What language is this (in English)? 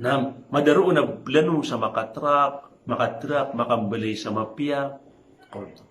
Maranao